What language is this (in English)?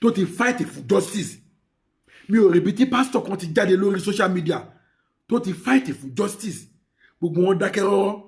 Yoruba